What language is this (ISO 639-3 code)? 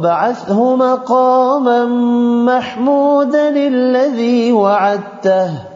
ara